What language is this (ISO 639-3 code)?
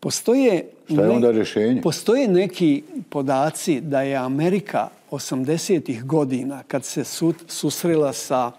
bos